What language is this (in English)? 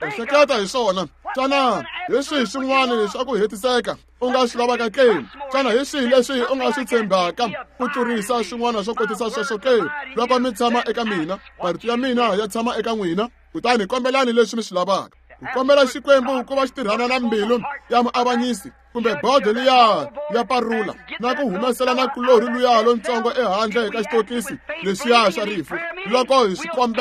Tsonga